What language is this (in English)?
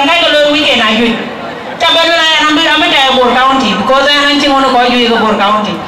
Dinka